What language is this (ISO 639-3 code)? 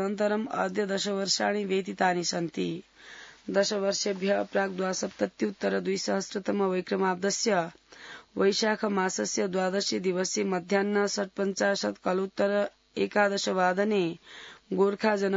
san